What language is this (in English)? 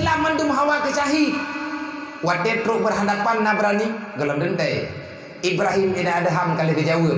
Achinese